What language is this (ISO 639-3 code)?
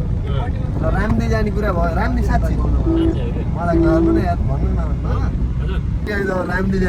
nep